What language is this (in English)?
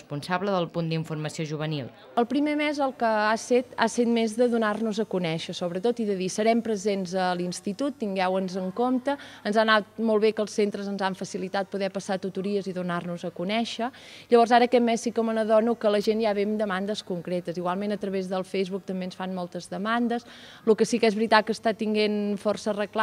Catalan